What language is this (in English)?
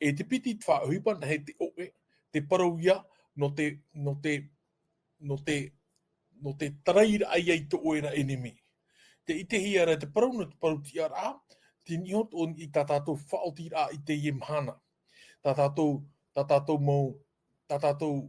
Tahitian